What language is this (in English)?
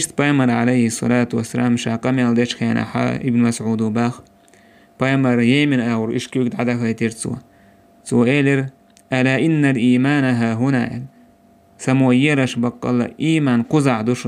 Chechen